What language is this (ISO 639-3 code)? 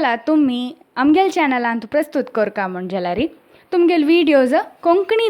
kok